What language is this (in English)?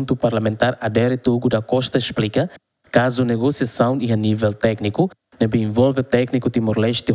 Tetum